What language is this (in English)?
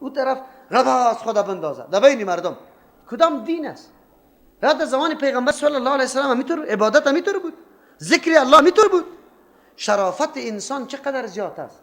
Persian